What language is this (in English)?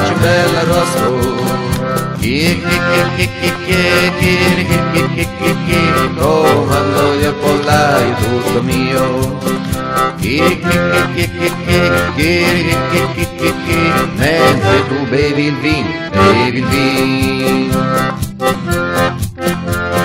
Italian